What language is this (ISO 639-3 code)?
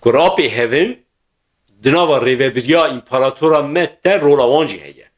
kur